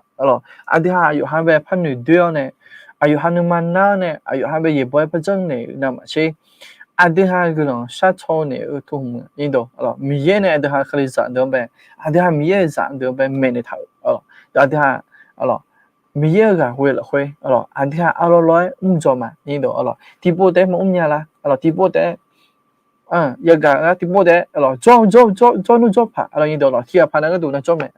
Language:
Akha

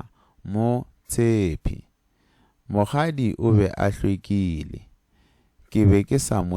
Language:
Northern Sotho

